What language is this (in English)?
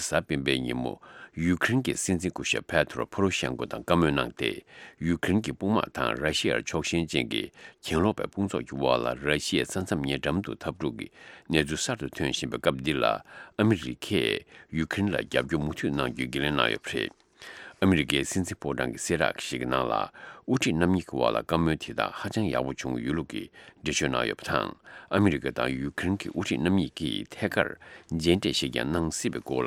Tibetan